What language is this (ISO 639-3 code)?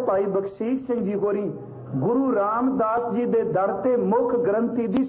pan